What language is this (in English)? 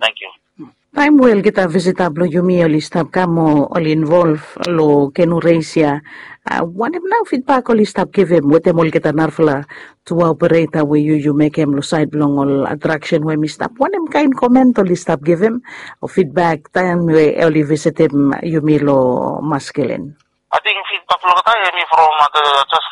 Bislama